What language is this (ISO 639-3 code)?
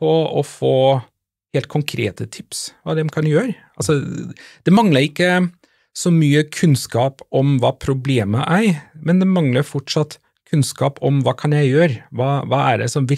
nor